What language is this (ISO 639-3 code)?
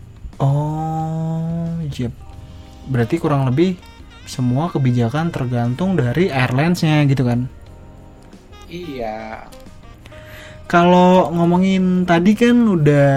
ind